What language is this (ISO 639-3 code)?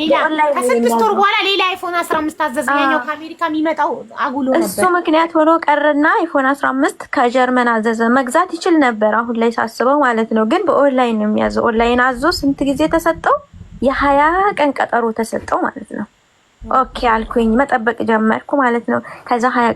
amh